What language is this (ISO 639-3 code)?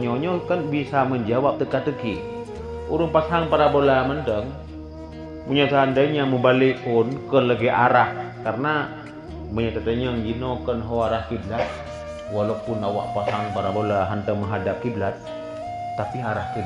ace